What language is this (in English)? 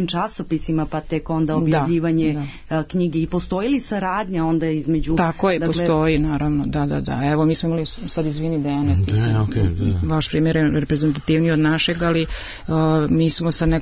Serbian